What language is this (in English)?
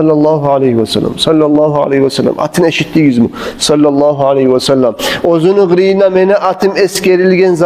Kumyk